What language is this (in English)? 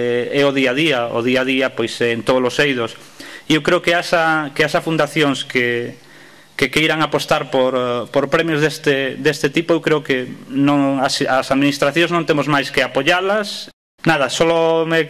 Galician